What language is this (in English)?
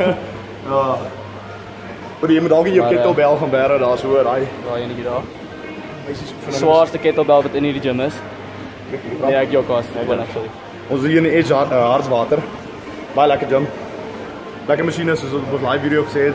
Afrikaans